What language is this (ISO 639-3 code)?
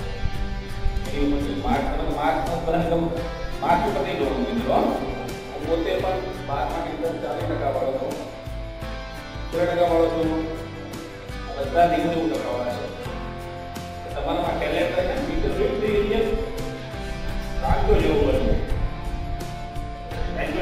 guj